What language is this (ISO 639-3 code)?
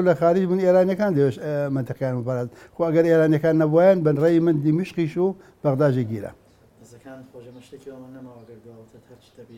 ckb